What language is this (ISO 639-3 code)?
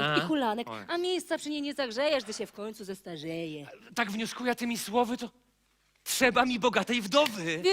szl